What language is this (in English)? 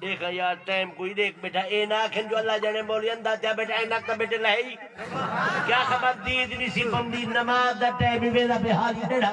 Saraiki